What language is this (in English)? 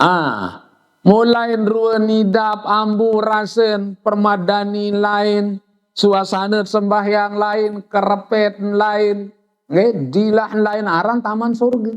Sasak